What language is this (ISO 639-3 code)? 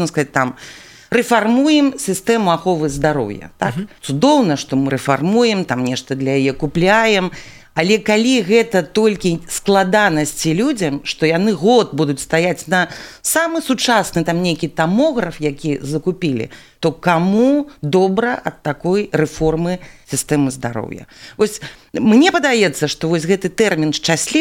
bel